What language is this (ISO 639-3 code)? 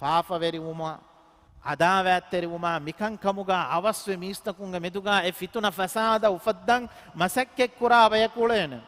div